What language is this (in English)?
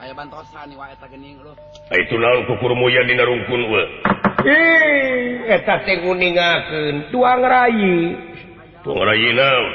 Sundanese